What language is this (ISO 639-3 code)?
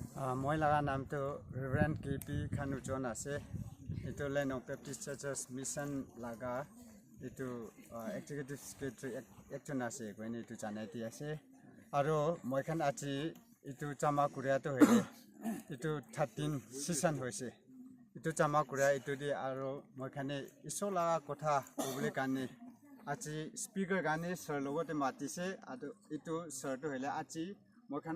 nag